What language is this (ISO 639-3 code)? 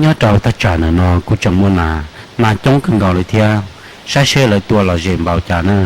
hmn